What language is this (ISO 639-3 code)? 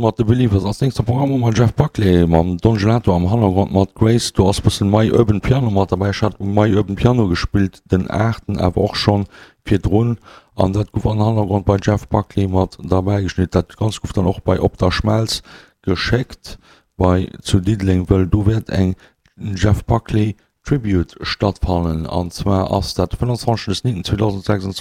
ltz